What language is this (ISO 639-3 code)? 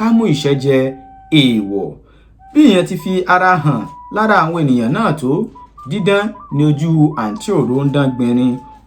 yor